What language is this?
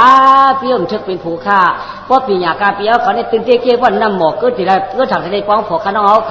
Shan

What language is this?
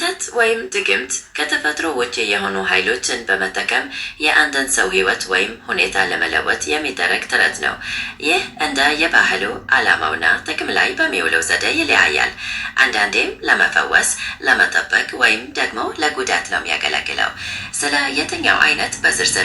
Amharic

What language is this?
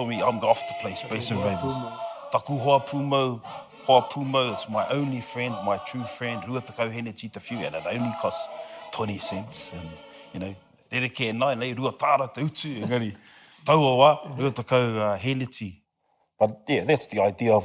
Māori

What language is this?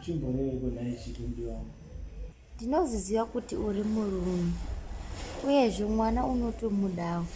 Shona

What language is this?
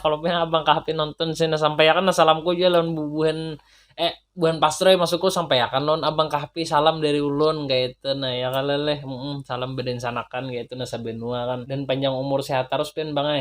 Banjar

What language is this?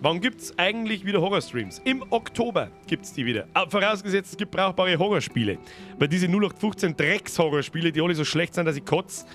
Bavarian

